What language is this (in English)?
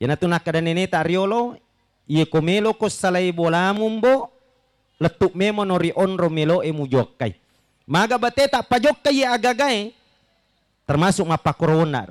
Buginese